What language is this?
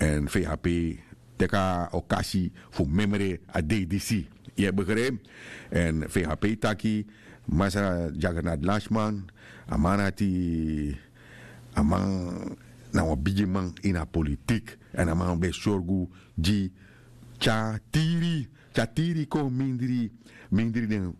Sranan Tongo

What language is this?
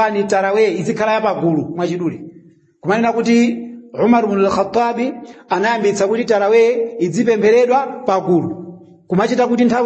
Nyanja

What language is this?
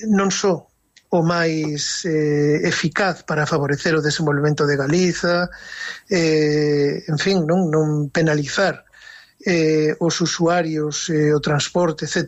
Galician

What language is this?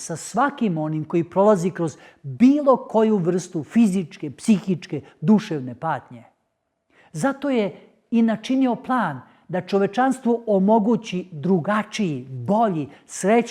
Macedonian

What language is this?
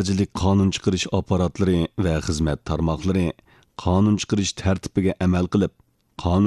Uyghur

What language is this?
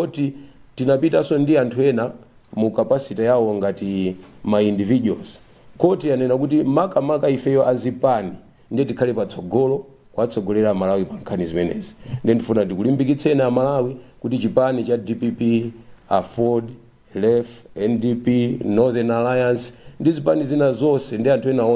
Nyanja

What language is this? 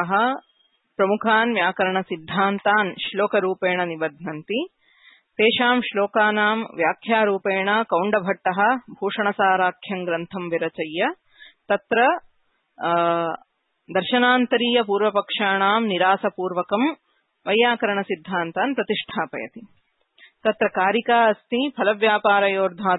Sanskrit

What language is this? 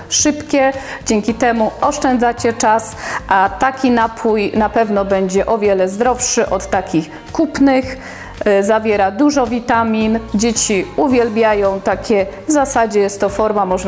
Polish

